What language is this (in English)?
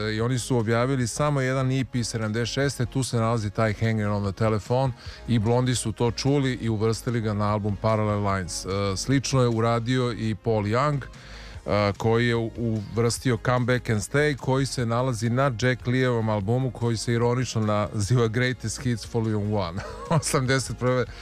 Serbian